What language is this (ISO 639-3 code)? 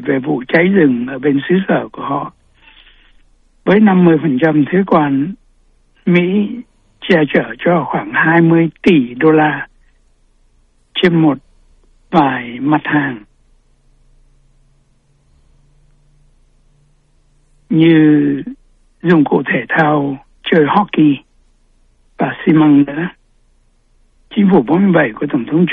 vie